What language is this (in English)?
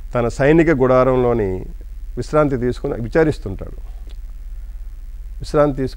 Telugu